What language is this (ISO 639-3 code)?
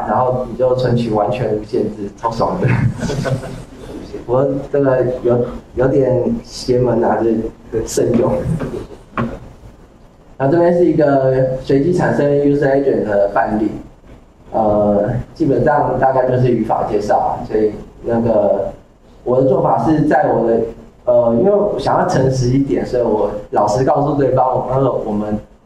zho